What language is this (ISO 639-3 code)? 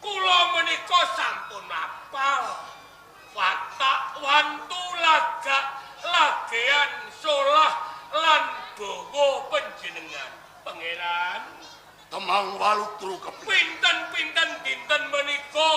jav